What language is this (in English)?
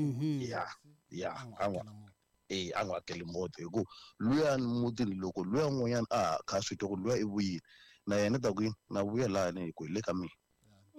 Tsonga